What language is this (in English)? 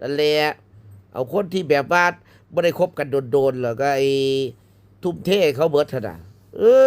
Lao